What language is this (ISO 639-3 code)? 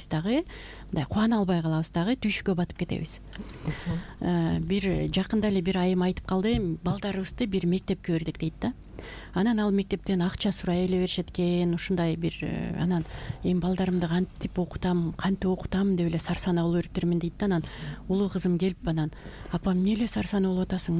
kir